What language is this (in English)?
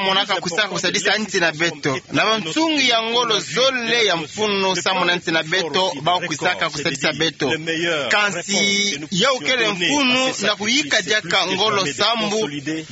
Kituba (Democratic Republic of Congo)